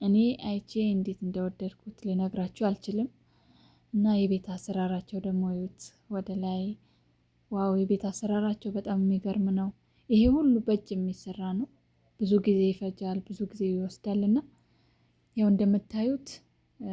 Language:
Amharic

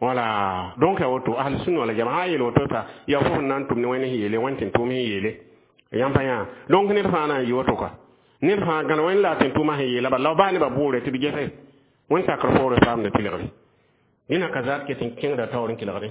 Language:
Mossi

